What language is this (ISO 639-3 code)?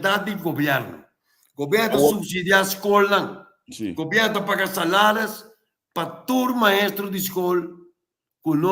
pap